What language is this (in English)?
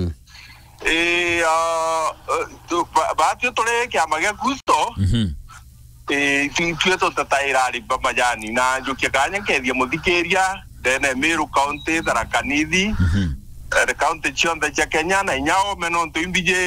Meru